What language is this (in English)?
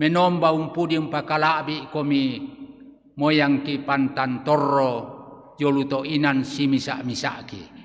Toraja-Sa'dan